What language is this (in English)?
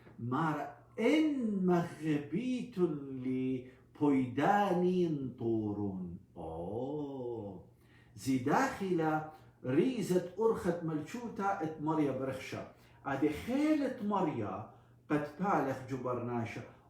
Assyrian Neo-Aramaic